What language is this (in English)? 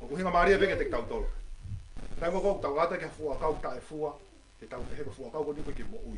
Tongan